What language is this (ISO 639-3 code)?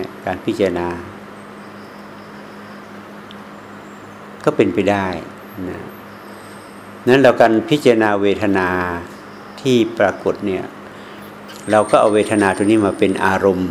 tha